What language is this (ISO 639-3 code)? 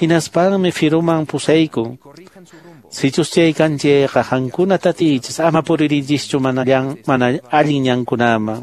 que